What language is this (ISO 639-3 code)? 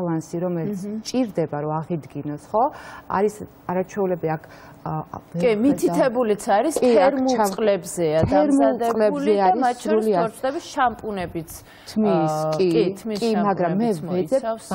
kat